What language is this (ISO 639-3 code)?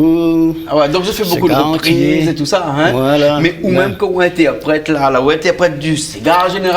rcf